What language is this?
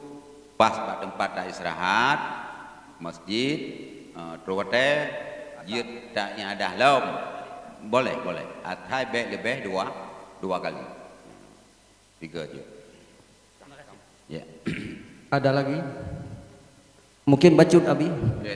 Malay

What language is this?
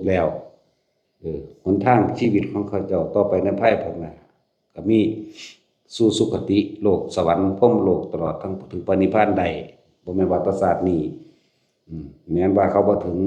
Northeastern Thai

